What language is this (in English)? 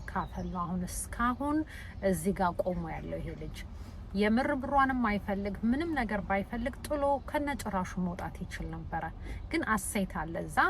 Amharic